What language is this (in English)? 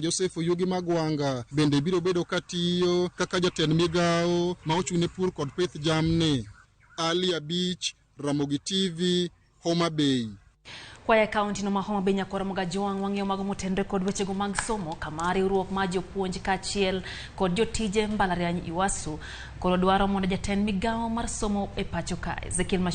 Luo (Kenya and Tanzania)